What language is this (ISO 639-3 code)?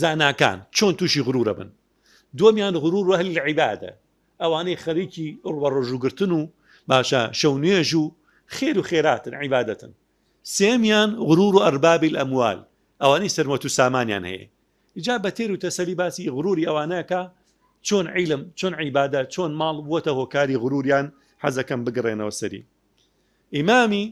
ckb